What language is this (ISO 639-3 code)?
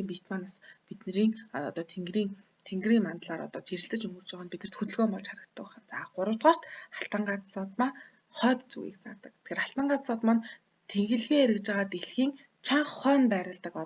mon